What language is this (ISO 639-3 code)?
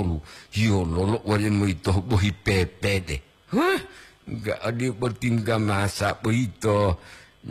gor